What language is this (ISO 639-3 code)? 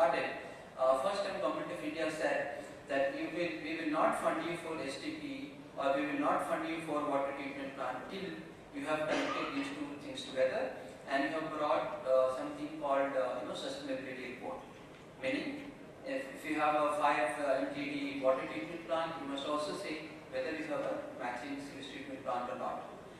eng